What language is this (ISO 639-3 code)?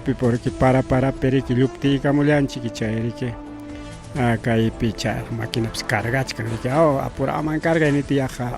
quy